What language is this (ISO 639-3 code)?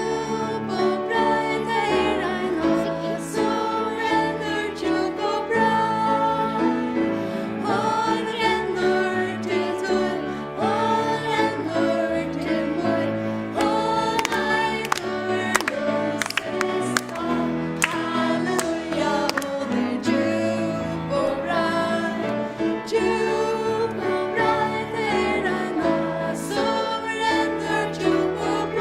fao